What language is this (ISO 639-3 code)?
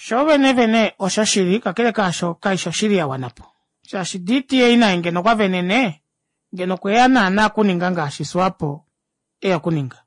kua